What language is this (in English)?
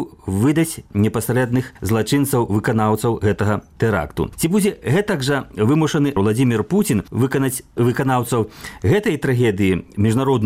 Belarusian